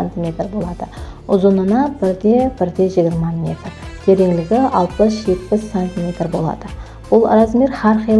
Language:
Kara-Kalpak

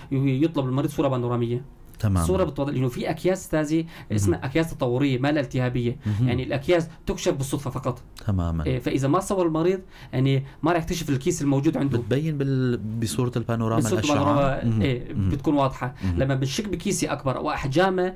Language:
North Levantine Arabic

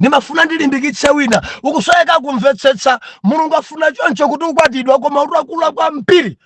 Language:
Nyanja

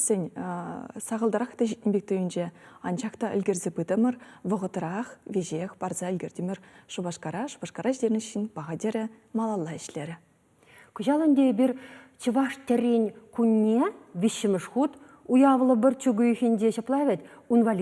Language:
Chuvash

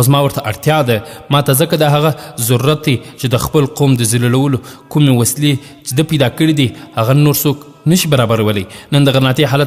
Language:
Pashto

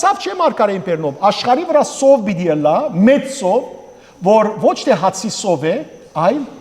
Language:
Western Armenian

